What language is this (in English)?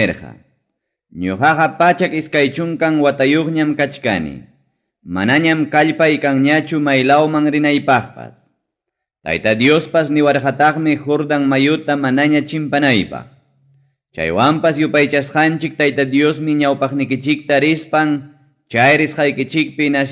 Ayacucho Quechua